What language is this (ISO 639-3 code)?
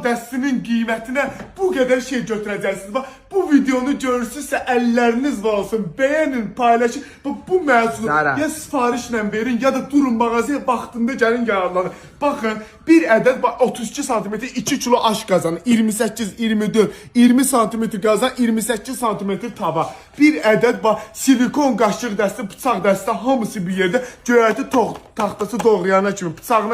aze